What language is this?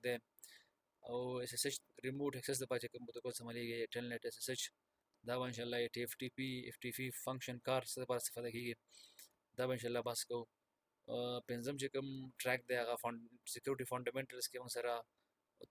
Pashto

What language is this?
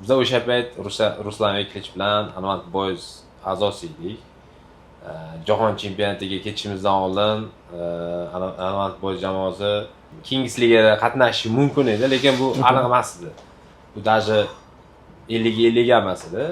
Uzbek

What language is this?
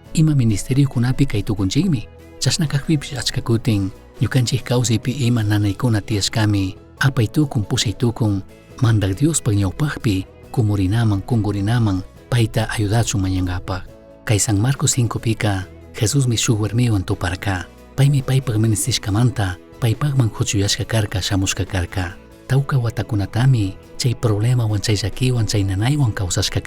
Chimborazo Highland Quichua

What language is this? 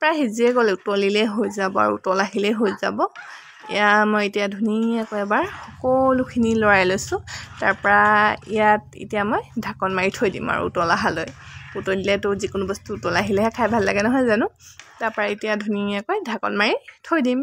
Assamese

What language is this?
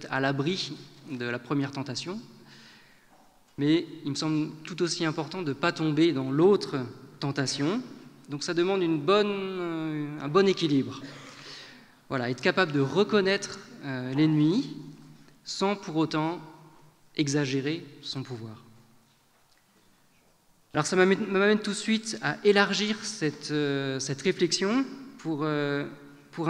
French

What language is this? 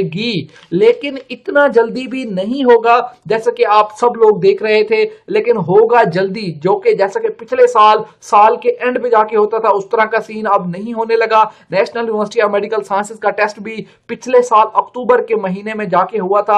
Urdu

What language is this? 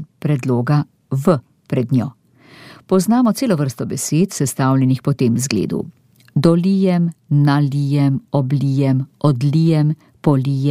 Slovenian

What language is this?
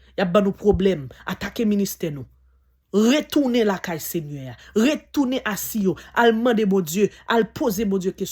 Haitian Creole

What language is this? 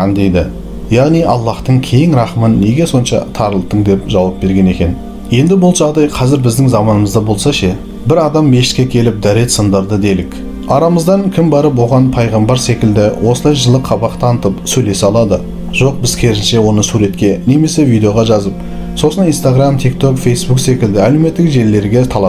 Kazakh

